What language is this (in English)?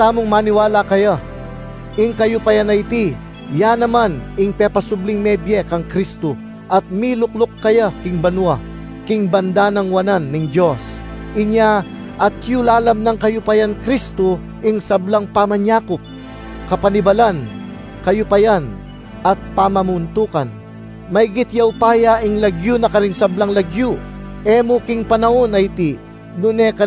Pampanga